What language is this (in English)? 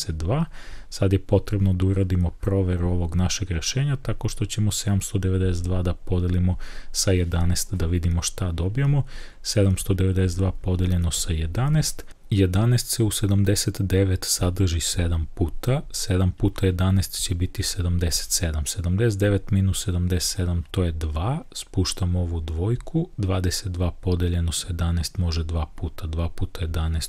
Serbian